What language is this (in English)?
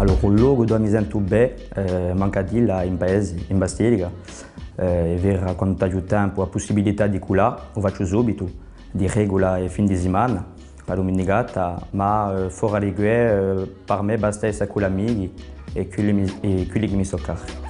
Corsican